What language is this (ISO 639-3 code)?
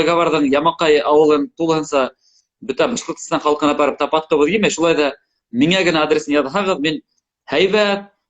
bak